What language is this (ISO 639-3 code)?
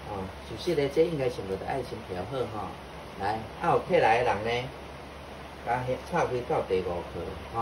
nan